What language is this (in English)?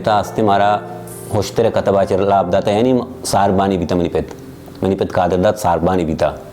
Baluchi